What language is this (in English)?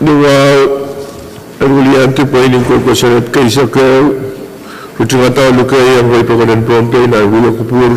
Pohnpeian